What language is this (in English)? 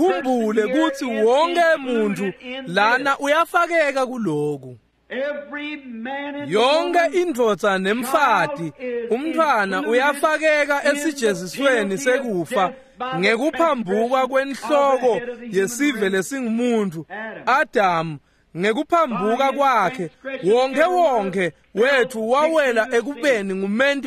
Swati